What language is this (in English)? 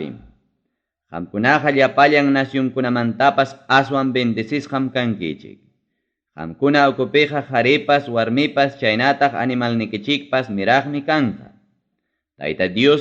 Ayacucho Quechua